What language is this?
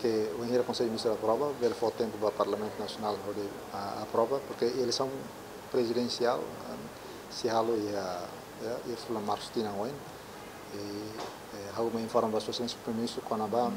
Tetum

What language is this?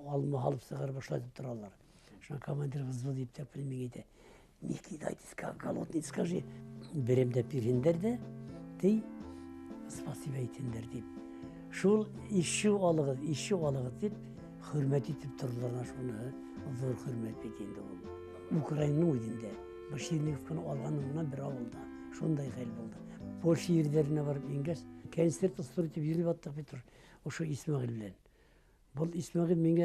Bashkir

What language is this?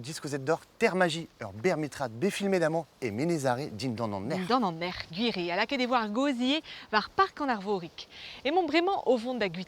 Breton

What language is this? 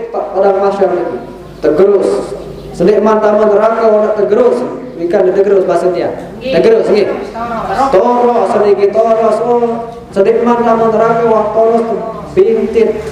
Sasak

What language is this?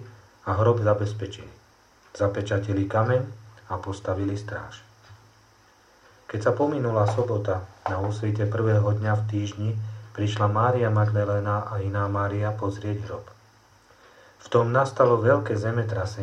Slovak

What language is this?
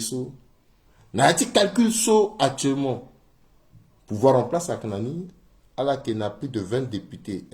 Sango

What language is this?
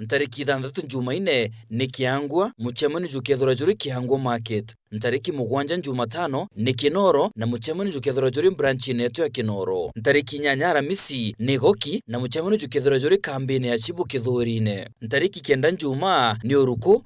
Meru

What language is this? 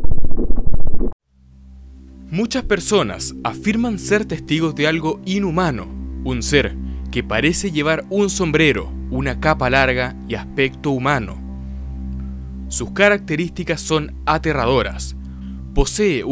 Spanish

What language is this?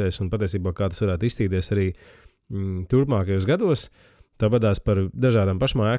Latvian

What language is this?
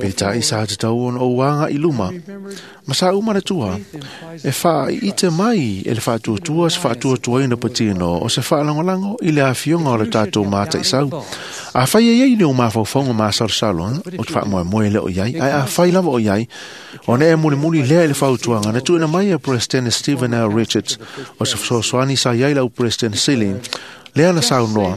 Samoan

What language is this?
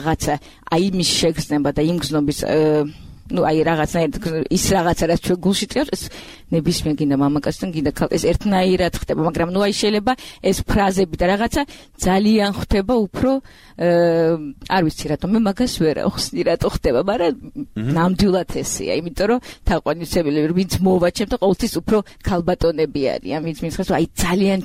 Georgian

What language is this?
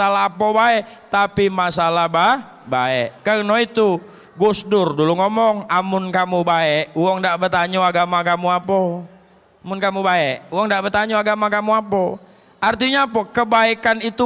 Musi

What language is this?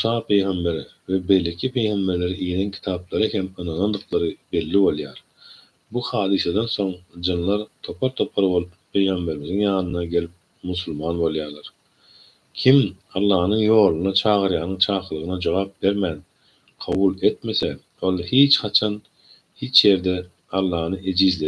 Turkmen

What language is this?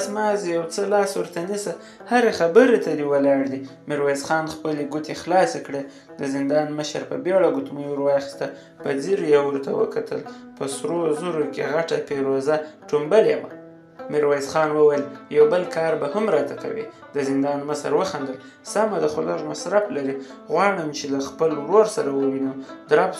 Pashto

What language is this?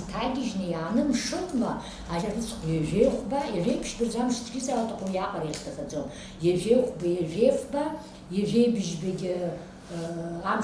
Abkhazian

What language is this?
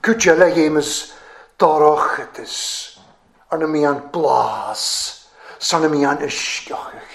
Welsh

